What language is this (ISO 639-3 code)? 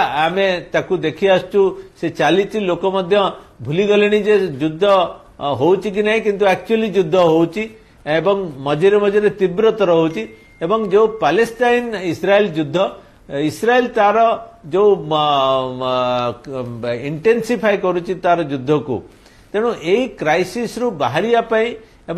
ori